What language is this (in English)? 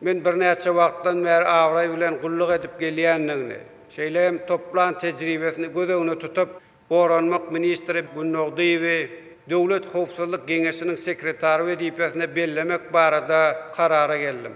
Turkmen